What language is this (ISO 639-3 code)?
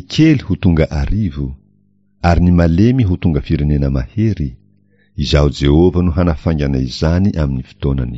mlg